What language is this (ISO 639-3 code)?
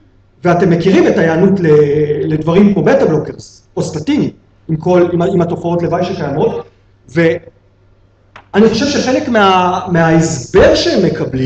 heb